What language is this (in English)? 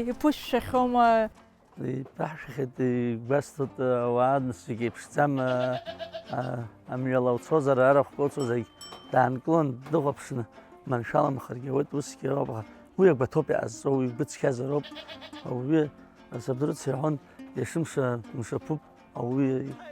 Abkhazian